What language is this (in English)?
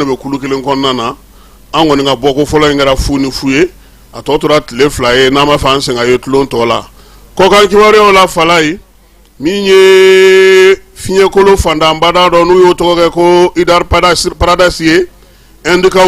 Bambara